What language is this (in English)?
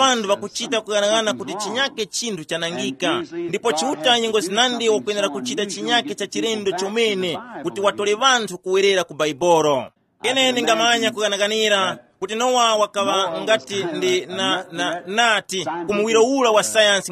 Tumbuka